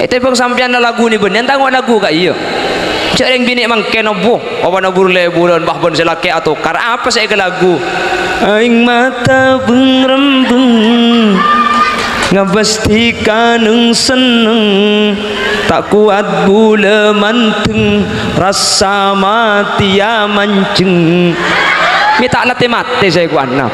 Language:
Madurese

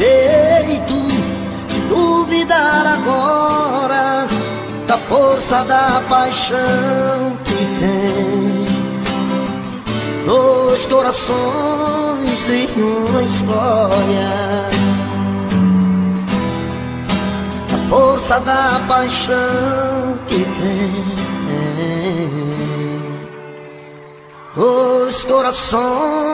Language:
Portuguese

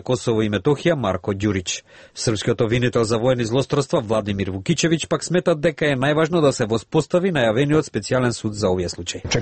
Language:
Macedonian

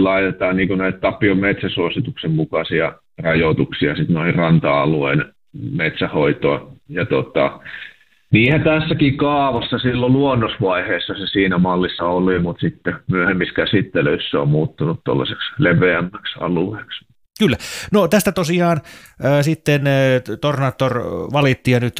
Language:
Finnish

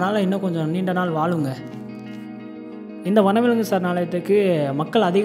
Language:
Tamil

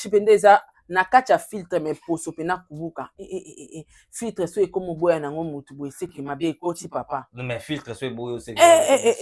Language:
Lingala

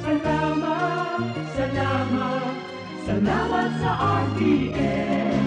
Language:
Bikol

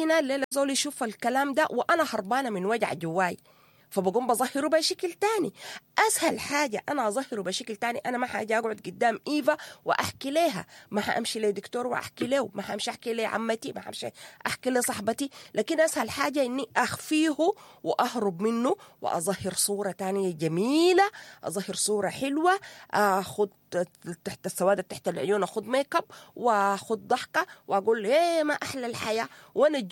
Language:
Sudanese Arabic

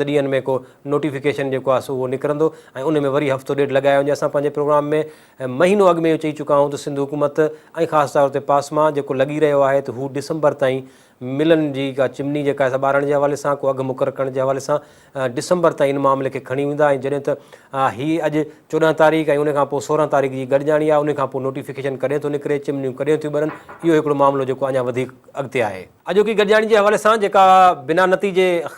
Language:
Sindhi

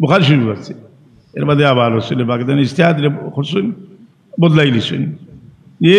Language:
Sylheti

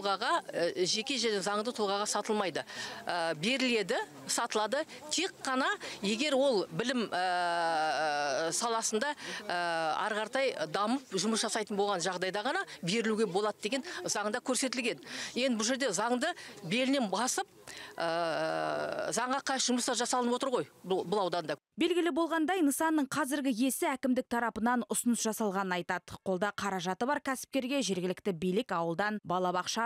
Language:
Kazakh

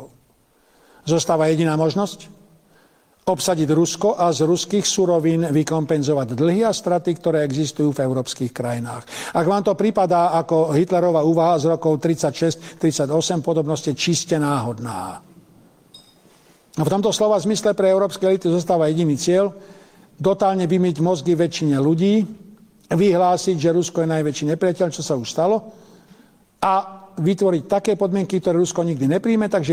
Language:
Slovak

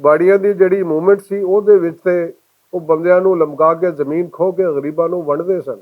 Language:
Western Panjabi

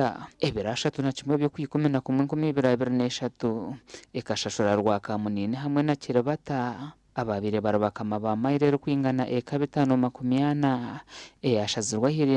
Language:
Nyankole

